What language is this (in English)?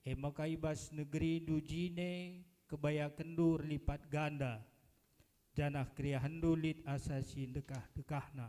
Batak Karo